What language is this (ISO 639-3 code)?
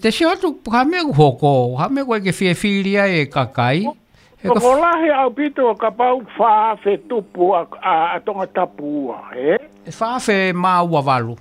ton